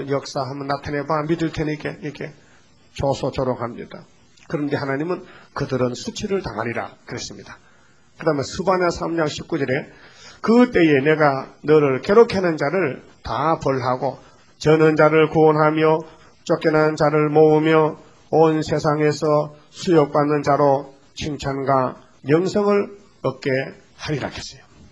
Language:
Korean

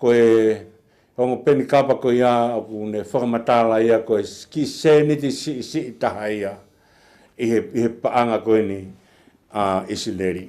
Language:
Tongan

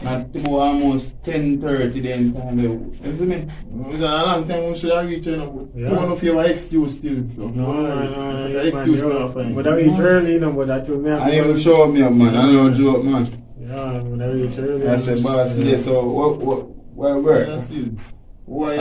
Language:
Jamaican Creole English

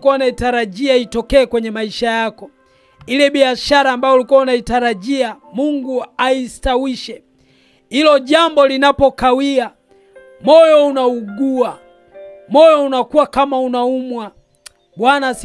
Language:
Swahili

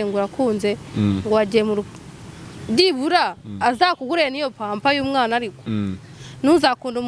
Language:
Kinyarwanda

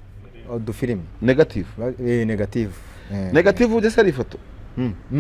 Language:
Kinyarwanda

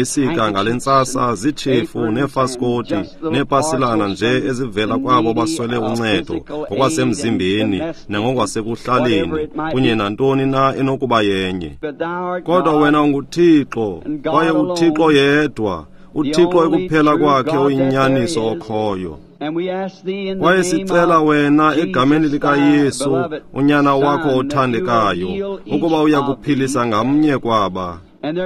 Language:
Xhosa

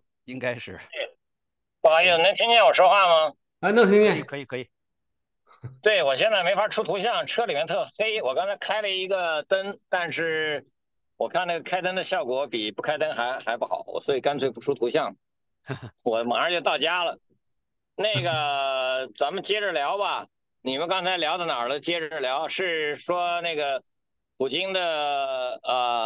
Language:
Chinese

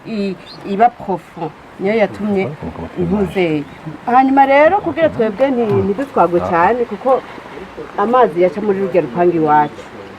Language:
Rundi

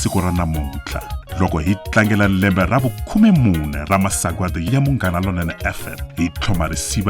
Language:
Tsonga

